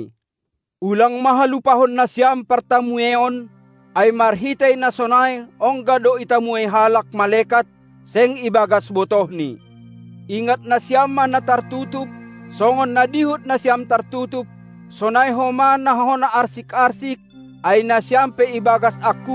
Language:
Batak Simalungun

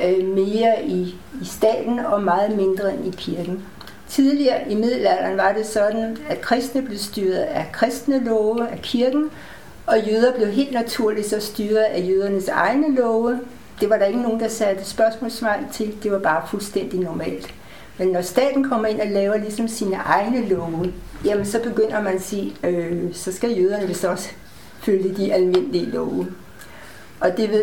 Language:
Danish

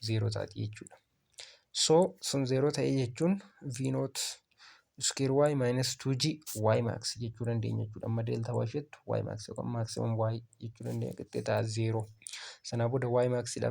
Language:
Oromo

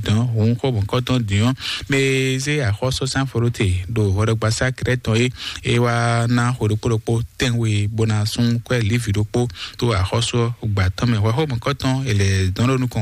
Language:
Fon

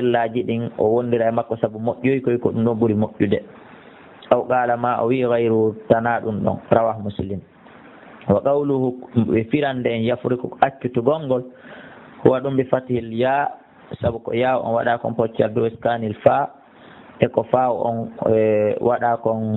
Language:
Fula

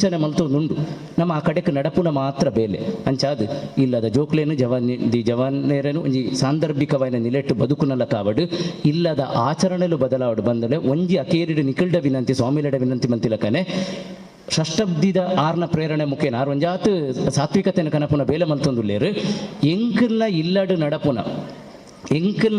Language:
Tulu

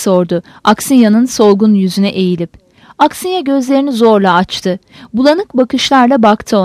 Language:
Turkish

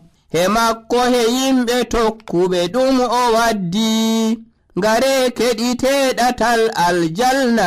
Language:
Nigerian Fulfulde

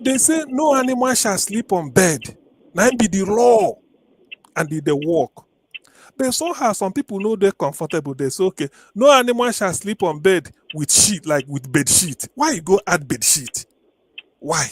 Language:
Nigerian Pidgin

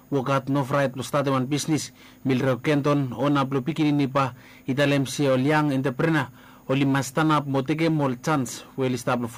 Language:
Bislama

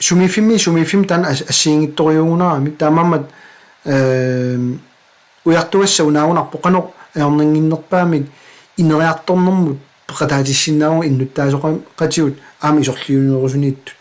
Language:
Kalaallisut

